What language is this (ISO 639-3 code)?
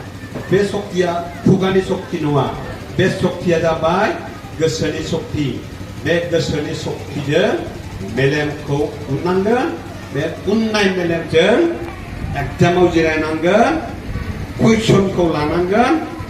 brx